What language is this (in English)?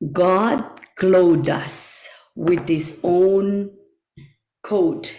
Pohnpeian